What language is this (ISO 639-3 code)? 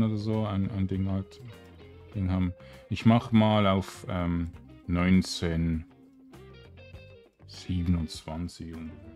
deu